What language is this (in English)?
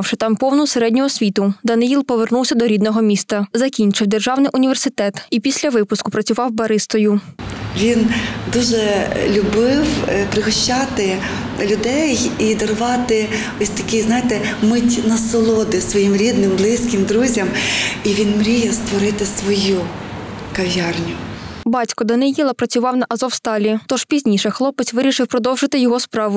Ukrainian